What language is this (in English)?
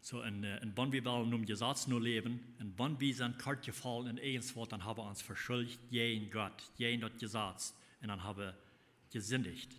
Plautdietsch